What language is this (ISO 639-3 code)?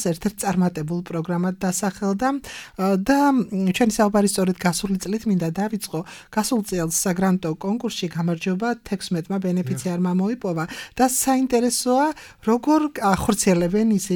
kat